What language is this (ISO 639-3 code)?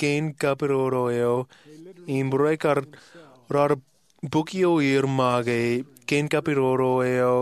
mah